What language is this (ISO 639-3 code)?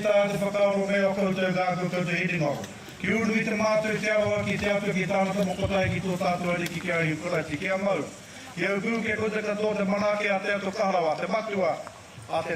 mri